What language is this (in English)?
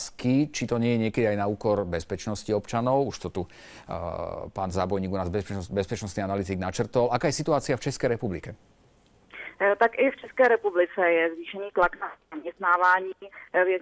Slovak